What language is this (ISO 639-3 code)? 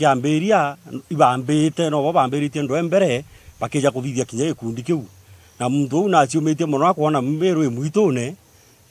mer